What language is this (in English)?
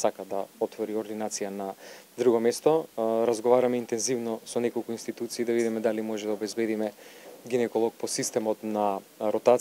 Macedonian